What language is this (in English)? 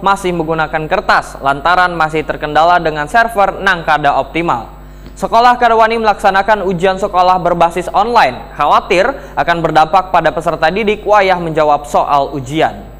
Banjar